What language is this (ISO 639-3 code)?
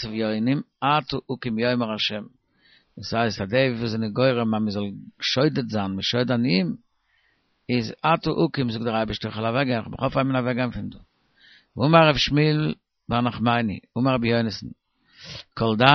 yid